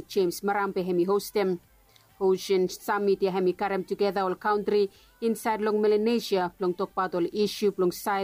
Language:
Bislama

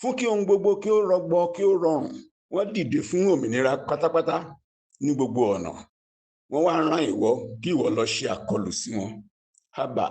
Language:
Yoruba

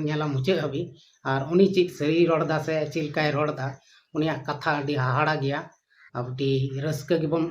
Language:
Santali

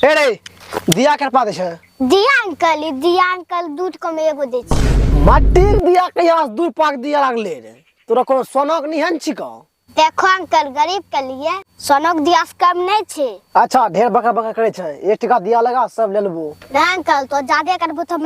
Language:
Angika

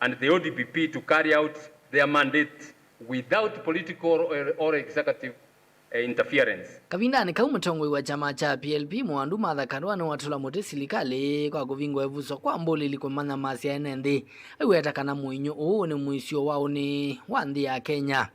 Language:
Kamba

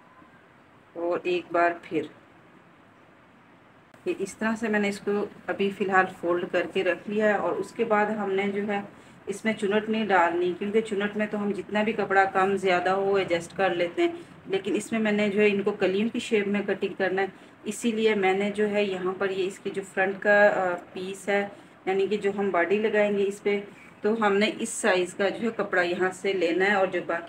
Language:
Hindi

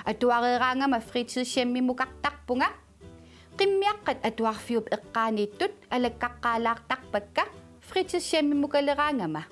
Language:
Kalaallisut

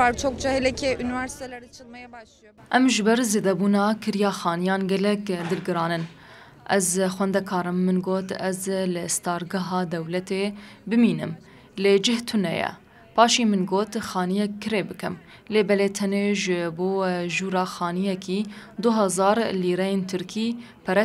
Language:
Kurdish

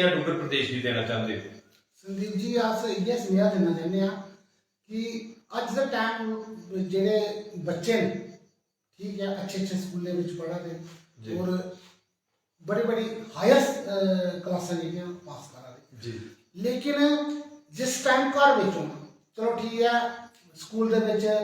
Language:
Dogri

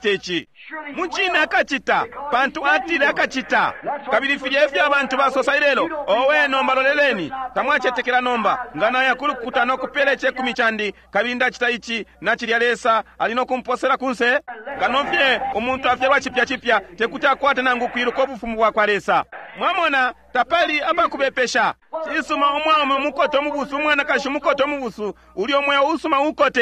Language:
Bemba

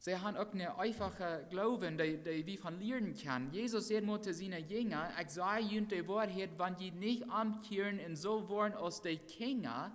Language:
Plautdietsch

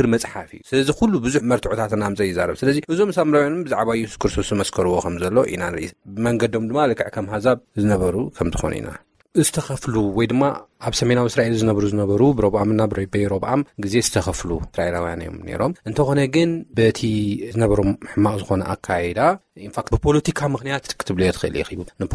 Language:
Tigrinya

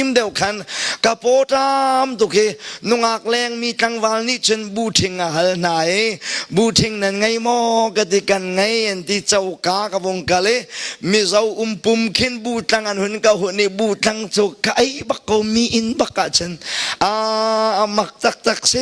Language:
Hakha Chin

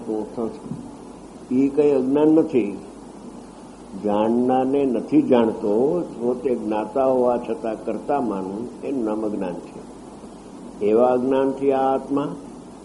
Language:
Gujarati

